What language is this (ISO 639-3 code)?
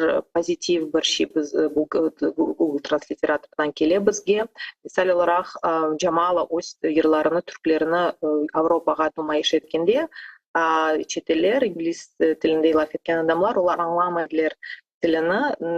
crh